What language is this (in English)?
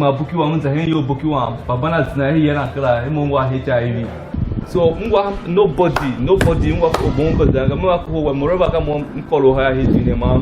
Tiv